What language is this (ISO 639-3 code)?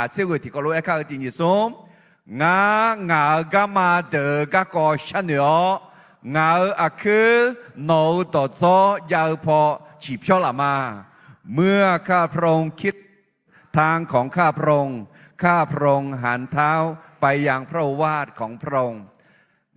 ahk